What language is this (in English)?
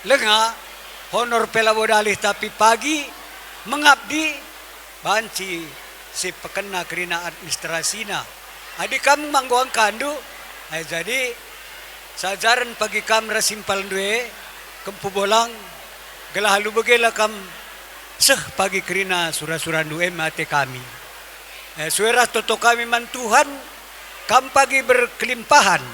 Batak Karo